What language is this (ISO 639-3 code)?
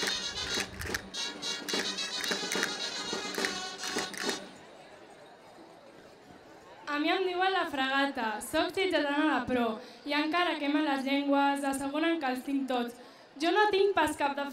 cat